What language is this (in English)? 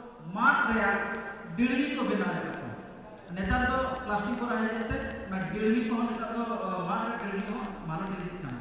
Santali